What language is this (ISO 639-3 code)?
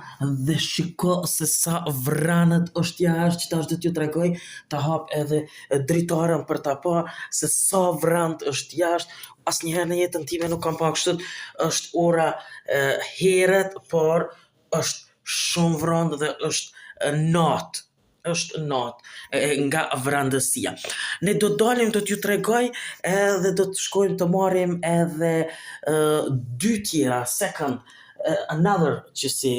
sqi